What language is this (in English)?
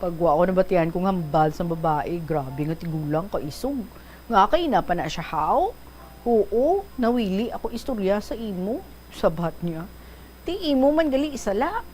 Hiligaynon